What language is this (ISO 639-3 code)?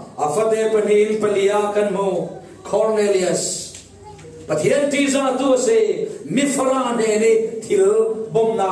cfm